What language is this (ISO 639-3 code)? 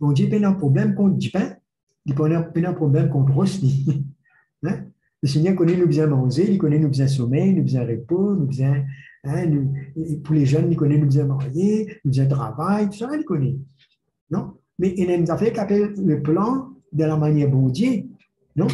mfe